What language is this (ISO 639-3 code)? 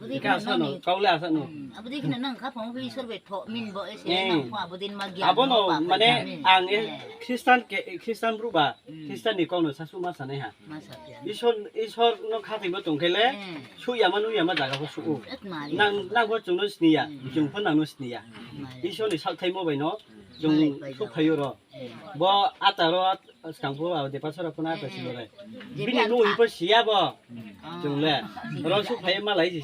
trp